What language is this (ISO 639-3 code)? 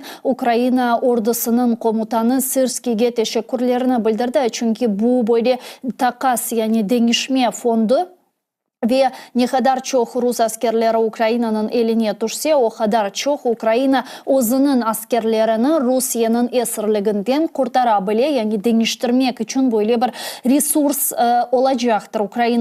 crh